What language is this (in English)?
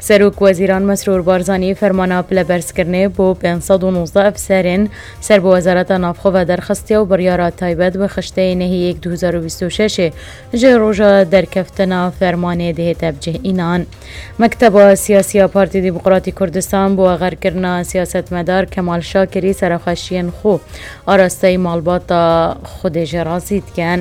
Kurdish